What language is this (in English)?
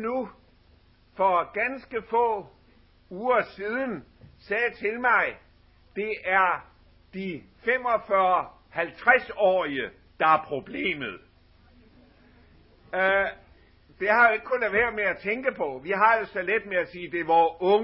Danish